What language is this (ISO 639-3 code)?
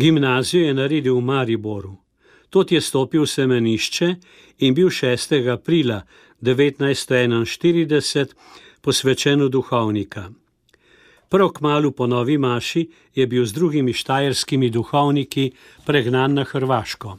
slv